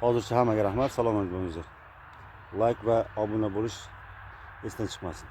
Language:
Uzbek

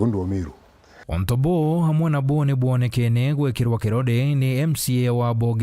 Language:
Meru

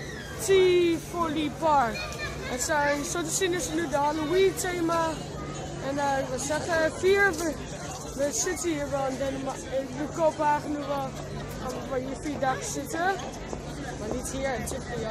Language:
Dutch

